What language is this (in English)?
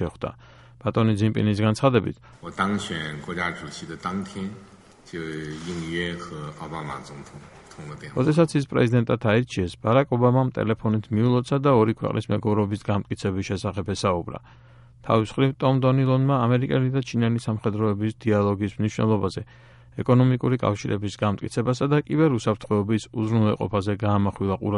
Georgian